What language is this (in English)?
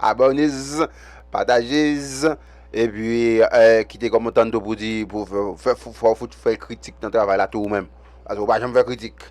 Haitian Creole